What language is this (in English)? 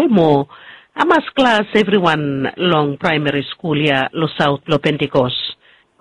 Bislama